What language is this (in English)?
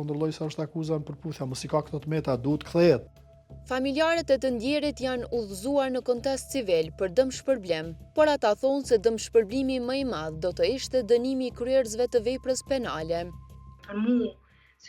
Albanian